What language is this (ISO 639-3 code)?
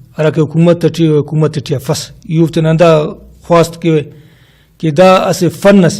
brh